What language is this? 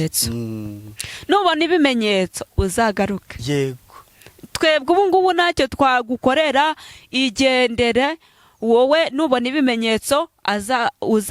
Kinyarwanda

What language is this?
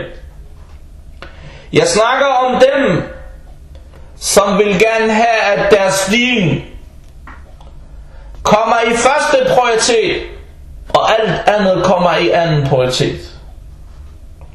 Danish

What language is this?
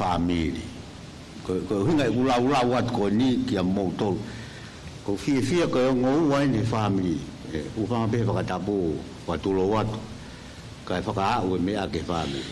Tongan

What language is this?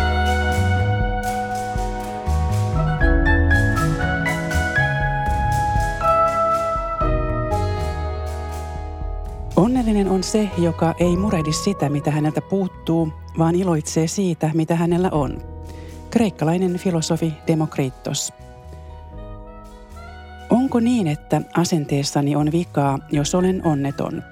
Finnish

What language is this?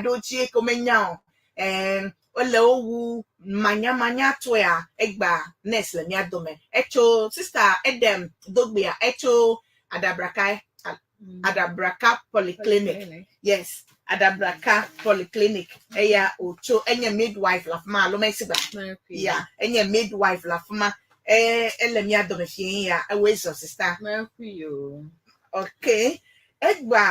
Ewe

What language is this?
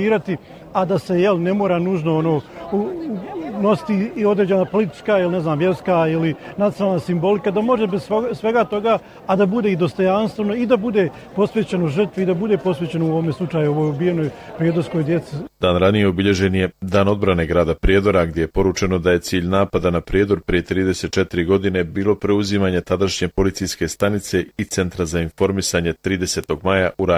Bosnian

